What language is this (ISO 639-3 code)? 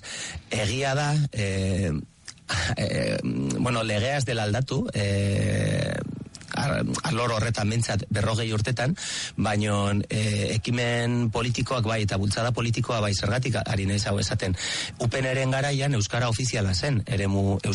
eus